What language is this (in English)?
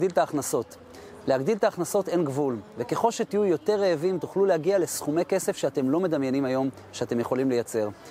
Hebrew